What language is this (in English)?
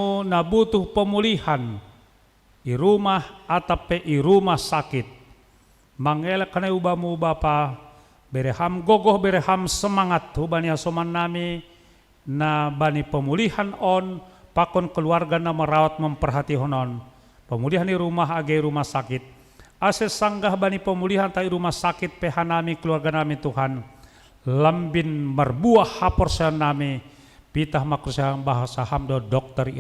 Batak Simalungun